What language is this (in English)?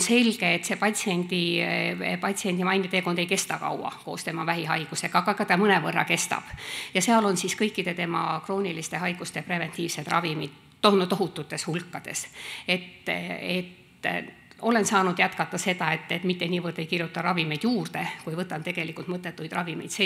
Estonian